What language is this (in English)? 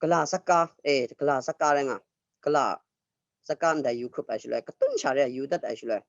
Kachin